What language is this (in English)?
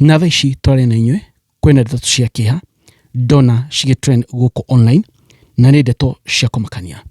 Kikuyu